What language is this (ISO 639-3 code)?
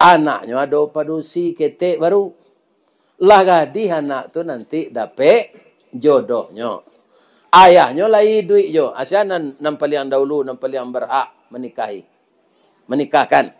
min